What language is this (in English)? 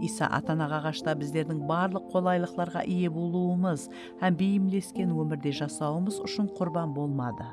Kara-Kalpak